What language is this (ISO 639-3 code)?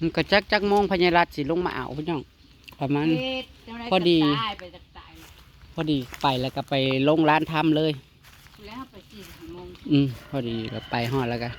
tts